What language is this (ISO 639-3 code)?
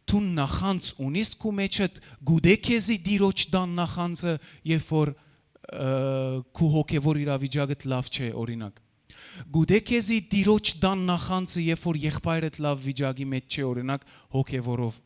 hyw